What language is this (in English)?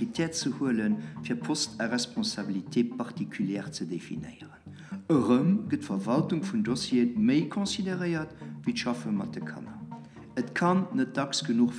Luxembourgish